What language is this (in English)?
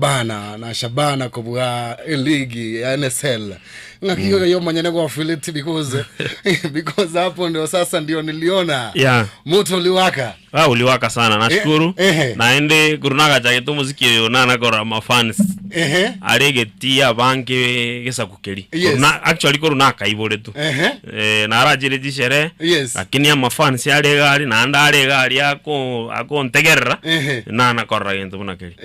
Gusii